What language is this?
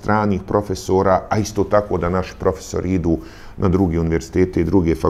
Bosnian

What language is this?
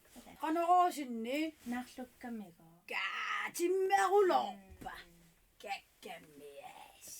Kalaallisut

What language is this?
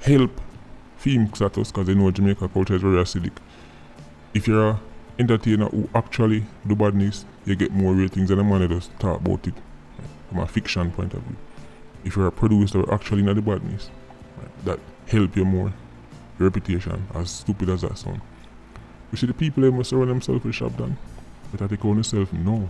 Jamaican Creole English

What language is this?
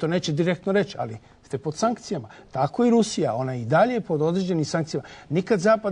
Serbian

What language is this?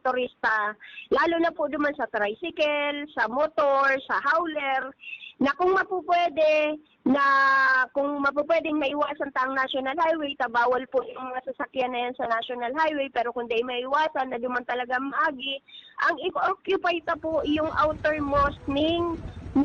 Bikol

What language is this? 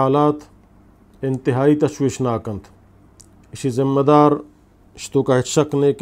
Eastern Balochi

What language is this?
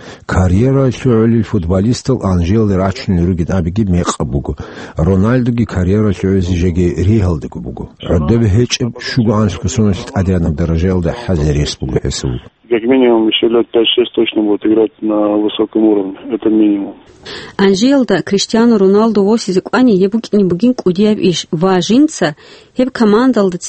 Avaric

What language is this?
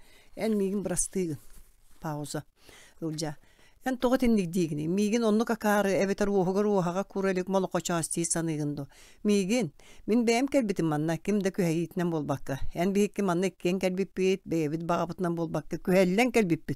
Yakut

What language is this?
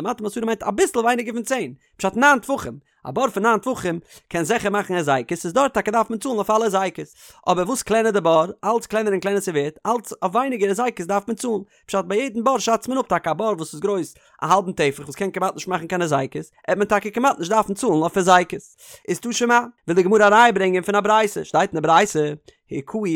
Yiddish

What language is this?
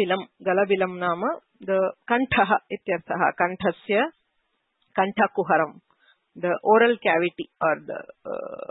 Sanskrit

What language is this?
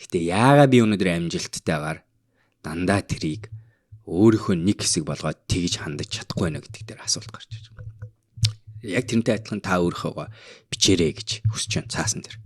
Mongolian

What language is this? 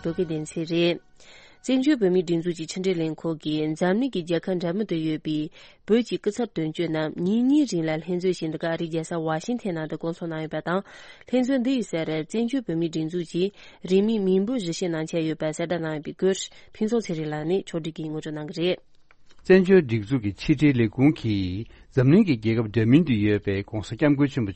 Tibetan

